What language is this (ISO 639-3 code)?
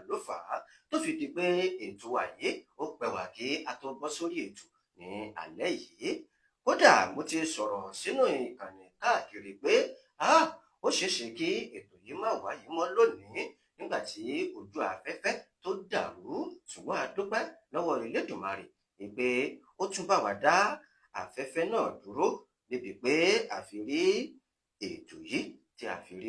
yor